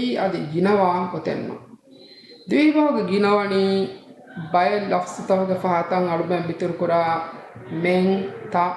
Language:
Divehi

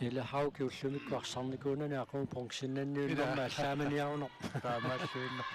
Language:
Kalaallisut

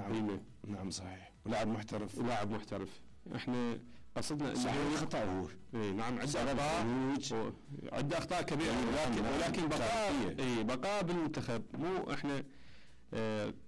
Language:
Mesopotamian Arabic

